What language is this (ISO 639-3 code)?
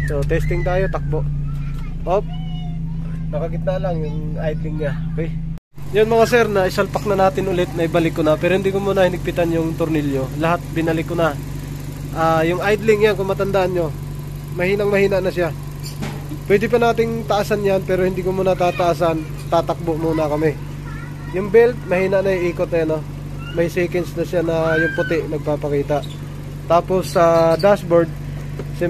fil